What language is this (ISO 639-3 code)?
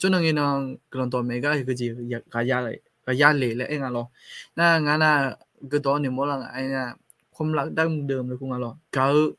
ahk